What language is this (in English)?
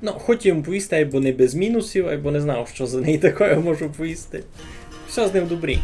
Rusyn